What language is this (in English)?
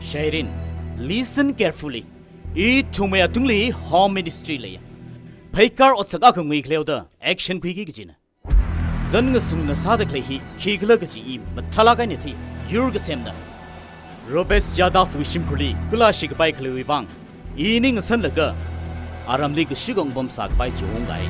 Tangkhul Naga (India)